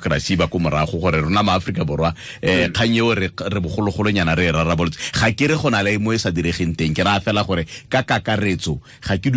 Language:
Tswana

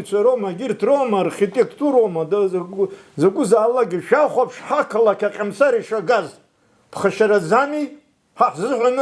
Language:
Abkhazian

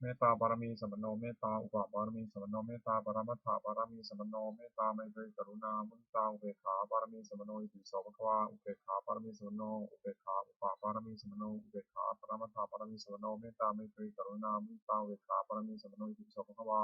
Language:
Pali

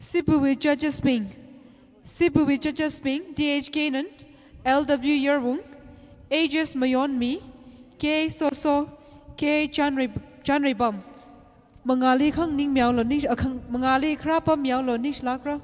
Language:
Tangkhul Naga (India)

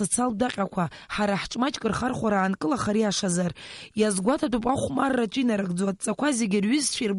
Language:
Abkhazian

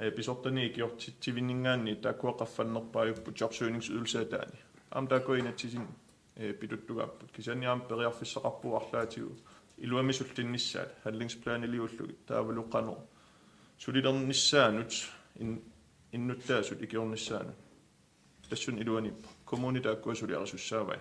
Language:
Kalaallisut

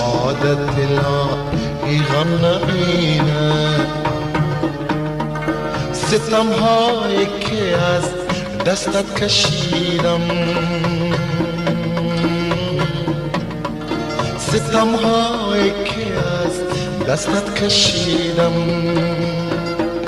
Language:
Persian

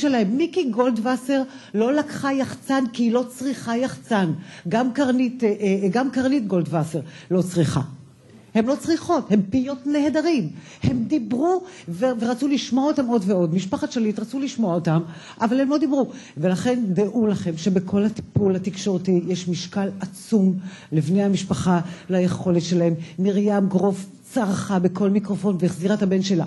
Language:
Hebrew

